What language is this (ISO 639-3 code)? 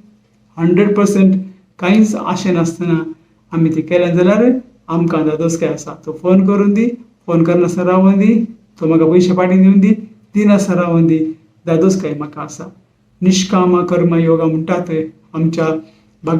kok